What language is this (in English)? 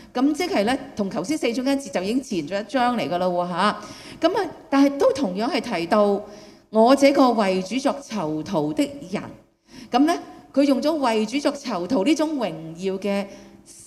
Cantonese